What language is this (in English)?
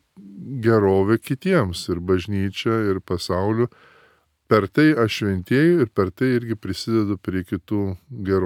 Lithuanian